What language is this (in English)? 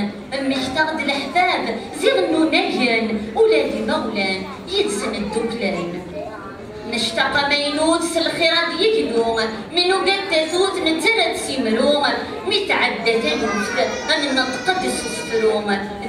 Kabyle